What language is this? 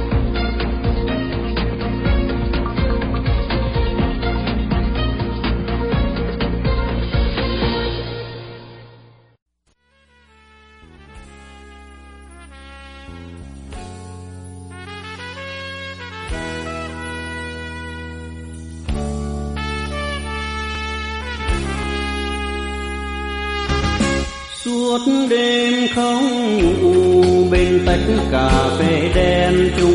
Vietnamese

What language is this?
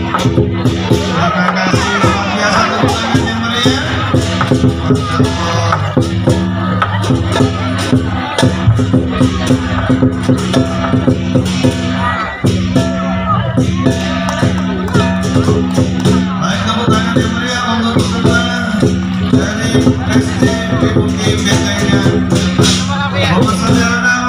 Indonesian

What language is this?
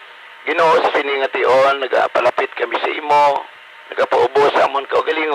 Hiligaynon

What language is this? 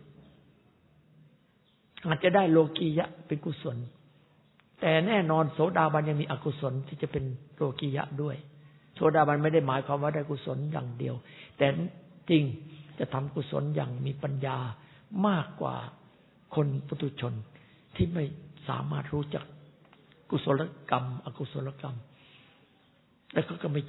Thai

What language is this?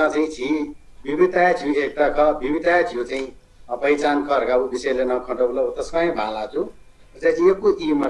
Newari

